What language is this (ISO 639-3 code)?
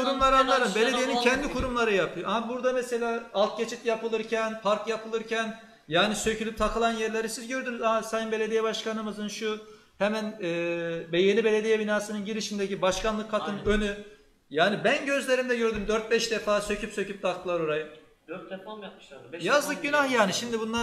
tur